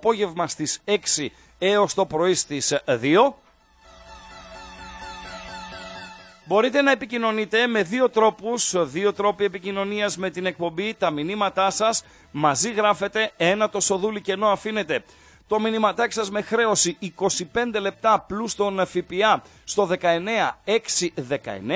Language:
Greek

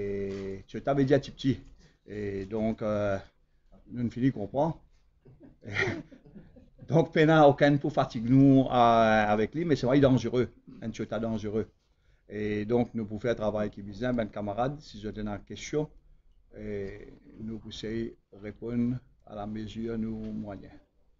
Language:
Morisyen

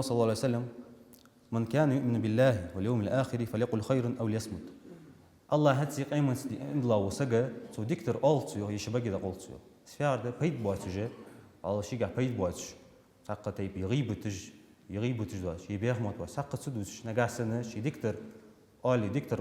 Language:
Ingush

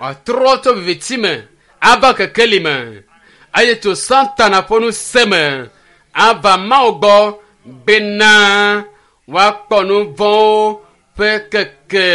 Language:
Ewe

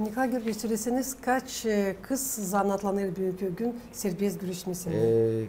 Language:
Gagauz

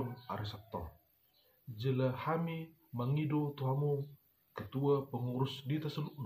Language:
Batak Toba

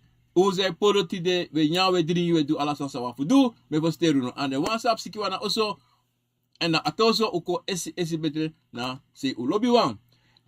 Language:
Sranan Tongo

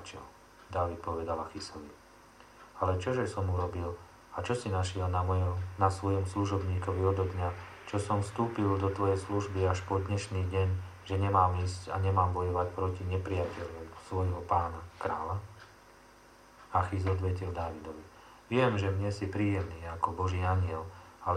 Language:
Slovak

